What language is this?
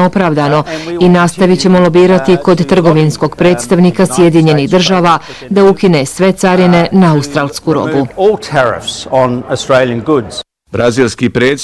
Bosnian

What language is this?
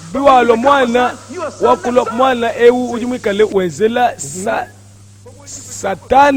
Luba-Lulua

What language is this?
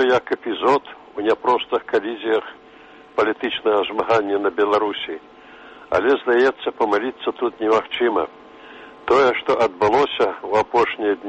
Belarusian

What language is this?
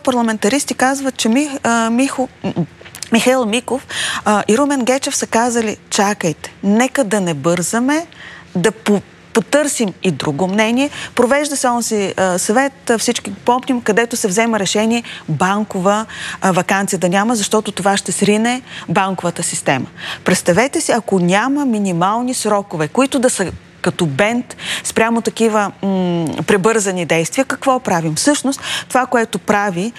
Bulgarian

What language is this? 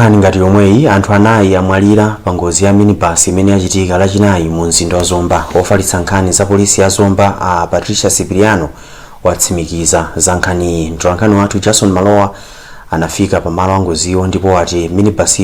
Nyanja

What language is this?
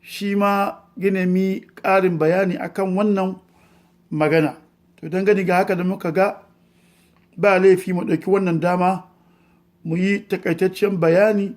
Hausa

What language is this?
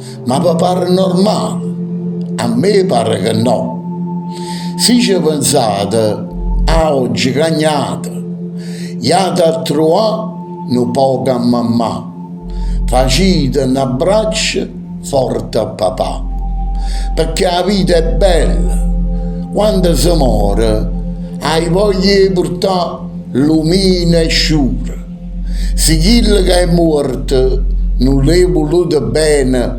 Neapolitan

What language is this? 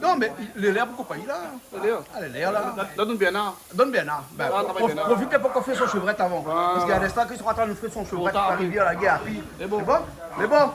Réunion Creole French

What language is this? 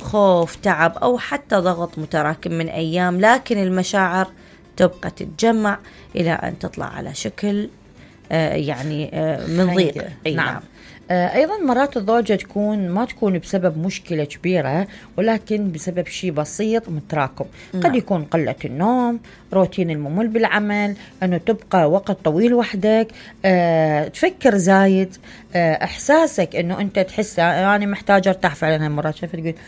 Mesopotamian Arabic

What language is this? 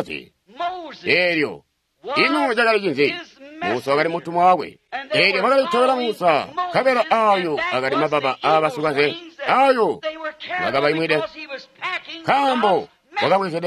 Tonga (Zambia)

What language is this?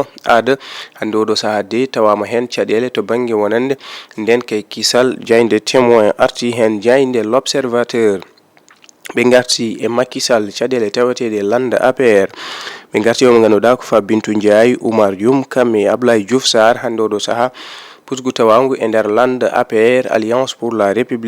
Fula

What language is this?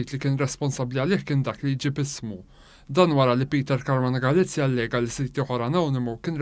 Maltese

